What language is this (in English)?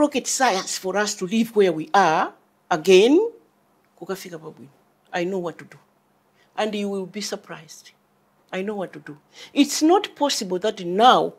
Nyanja